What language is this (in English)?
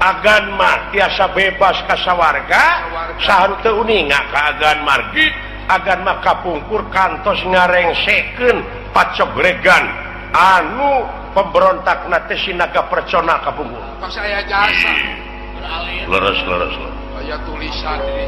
Sundanese